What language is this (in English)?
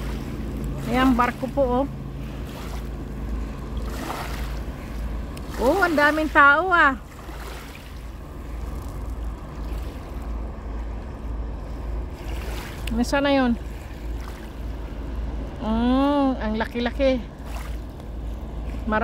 Filipino